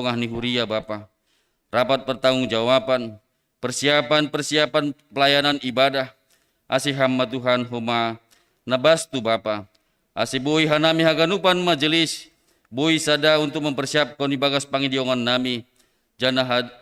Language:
Batak Simalungun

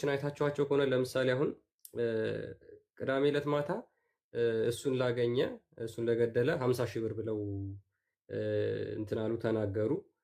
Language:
Amharic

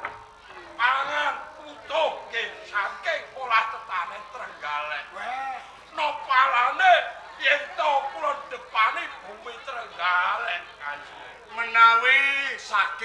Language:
Javanese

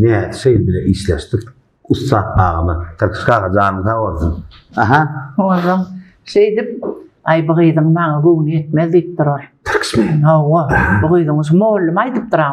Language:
Turkmen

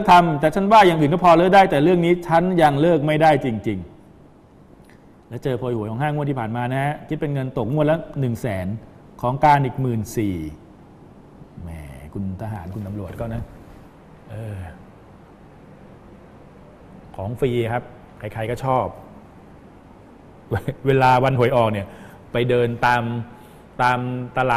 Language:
Thai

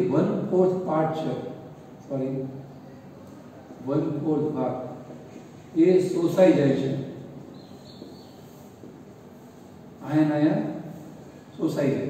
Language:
Gujarati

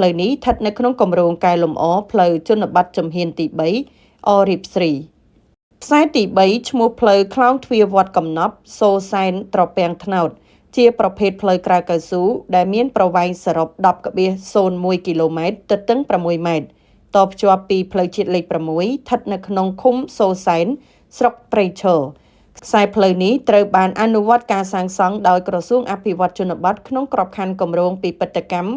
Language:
Khmer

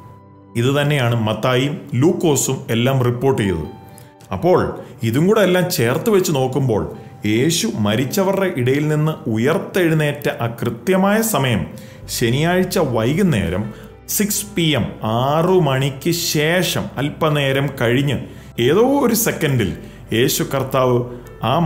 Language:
Malayalam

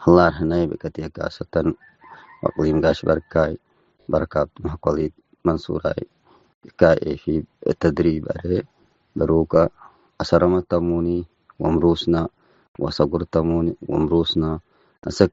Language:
Tigre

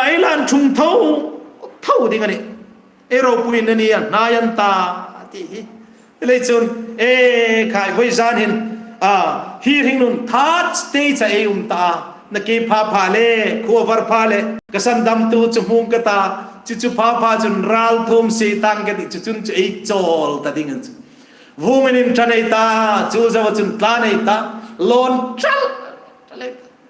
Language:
Hmar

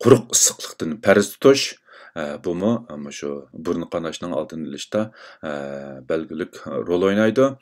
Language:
Uyghur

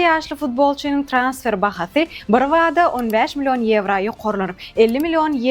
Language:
Turkmen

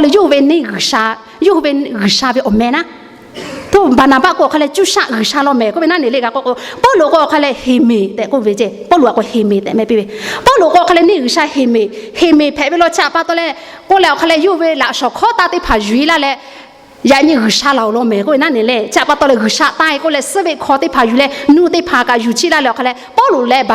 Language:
Lahu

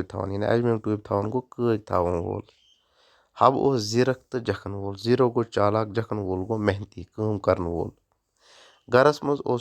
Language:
Kashmiri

